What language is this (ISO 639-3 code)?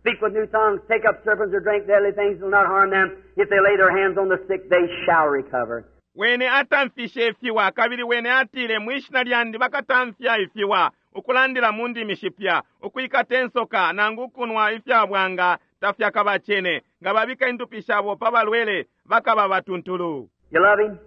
bem